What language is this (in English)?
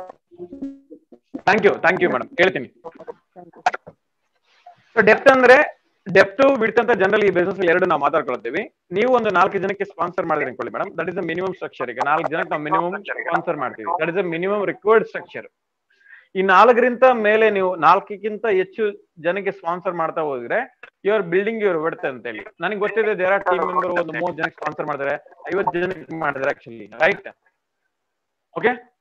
Kannada